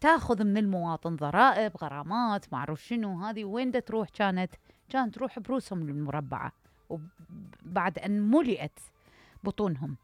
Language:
Mesopotamian Arabic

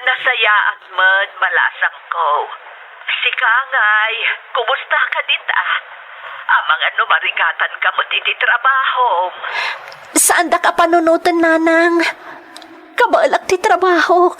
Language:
Iloko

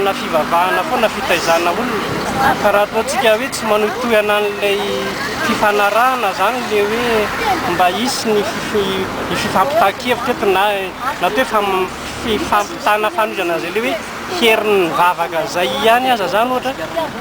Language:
Malagasy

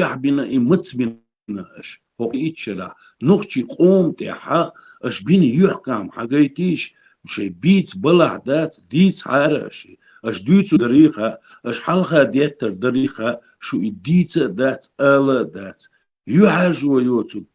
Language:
Chechen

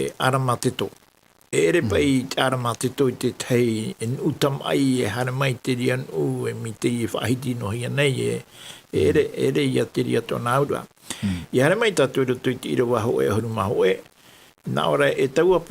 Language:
Tahitian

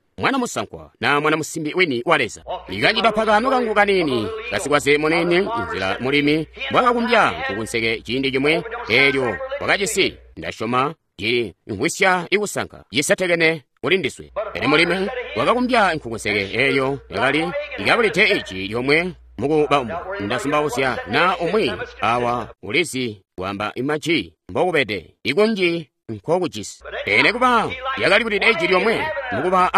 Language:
Tonga (Zambia)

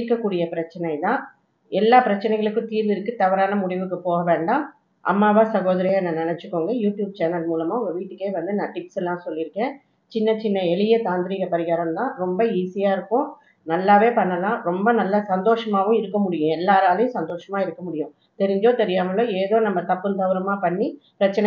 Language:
Tamil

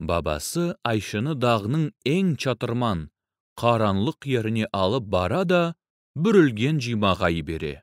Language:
Crimean Tatar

